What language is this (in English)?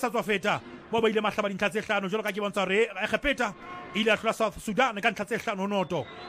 Southern Sotho